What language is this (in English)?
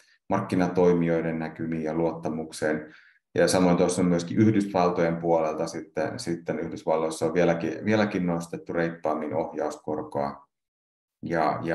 Finnish